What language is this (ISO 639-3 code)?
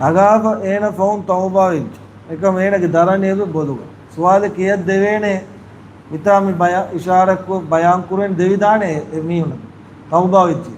div